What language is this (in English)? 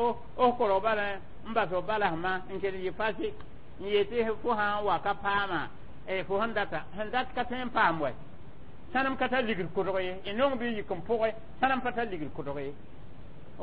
Mossi